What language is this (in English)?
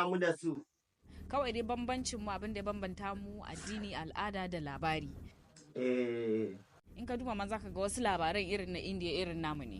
Hausa